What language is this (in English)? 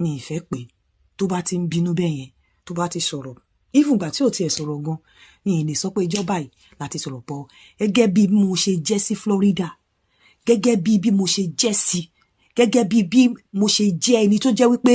Yoruba